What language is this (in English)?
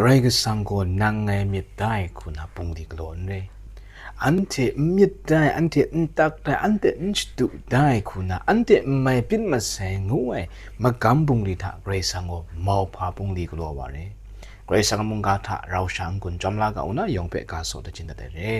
Kachin